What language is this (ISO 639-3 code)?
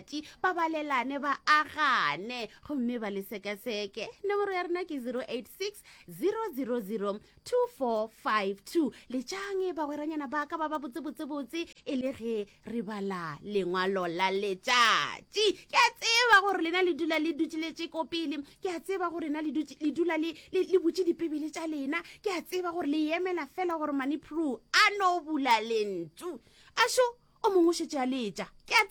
nso